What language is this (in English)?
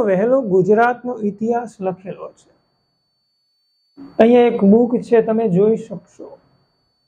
Gujarati